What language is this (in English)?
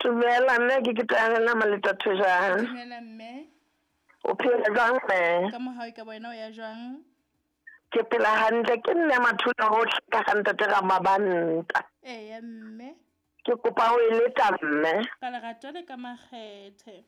Southern Sotho